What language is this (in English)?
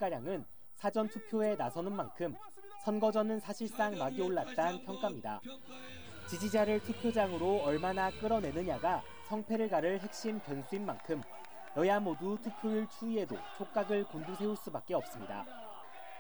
Korean